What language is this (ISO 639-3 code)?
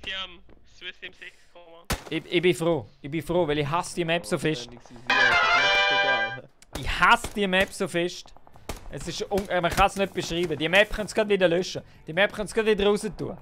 gsw